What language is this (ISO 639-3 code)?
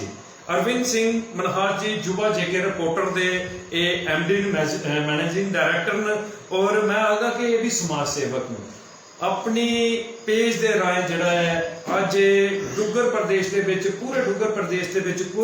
doi